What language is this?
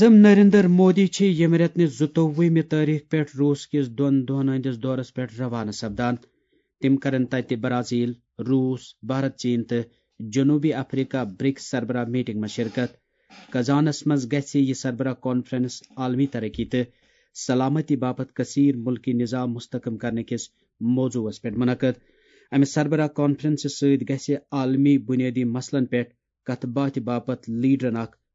Kashmiri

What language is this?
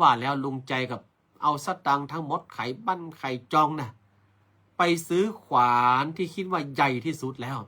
Northern Thai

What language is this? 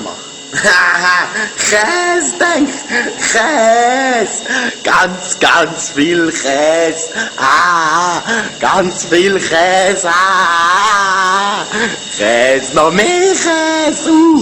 Swiss German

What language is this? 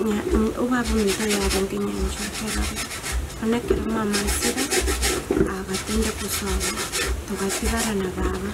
Gusii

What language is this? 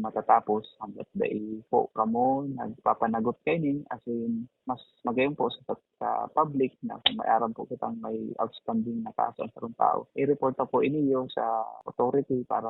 Bikol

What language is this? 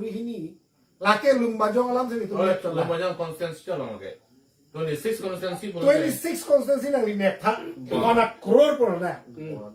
Karbi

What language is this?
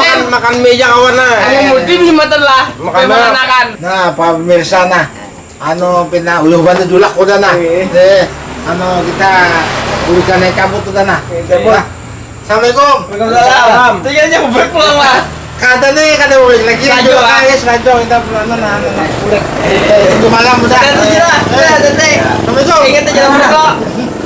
Banjar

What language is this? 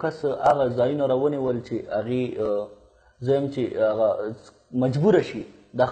Pashto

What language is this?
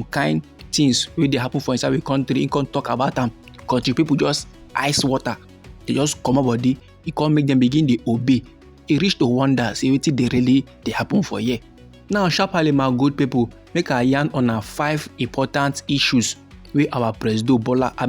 Nigerian Pidgin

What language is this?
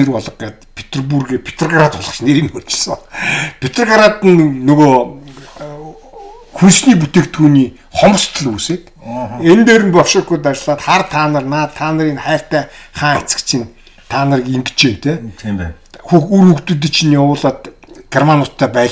Mongolian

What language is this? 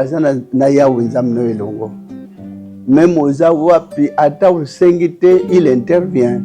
Lingala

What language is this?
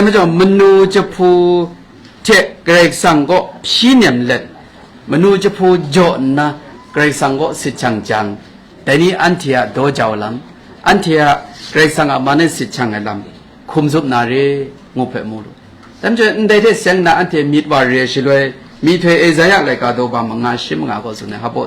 Kachin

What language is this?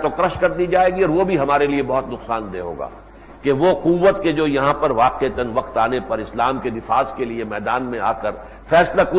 Urdu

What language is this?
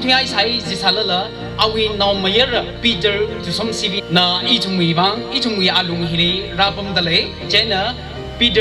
Tangkhul Naga (India)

